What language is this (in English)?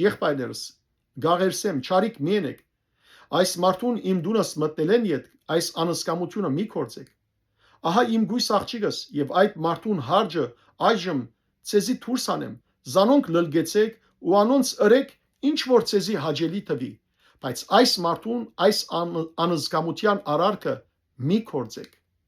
Western Armenian